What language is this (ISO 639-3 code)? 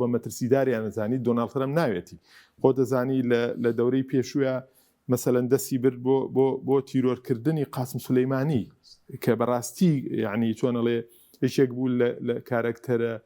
ckb